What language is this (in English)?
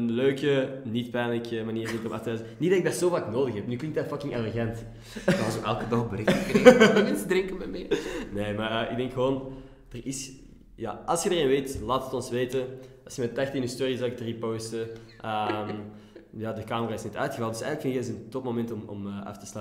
Dutch